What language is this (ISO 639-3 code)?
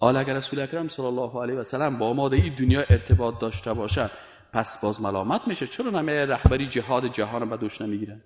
fas